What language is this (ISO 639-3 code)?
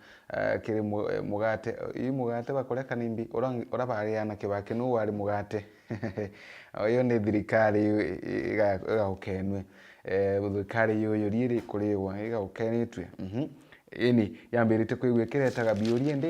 mer